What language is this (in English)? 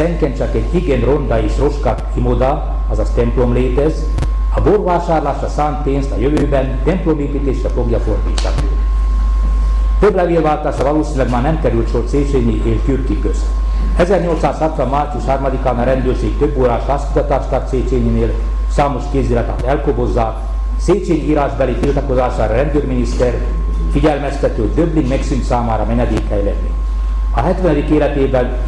Hungarian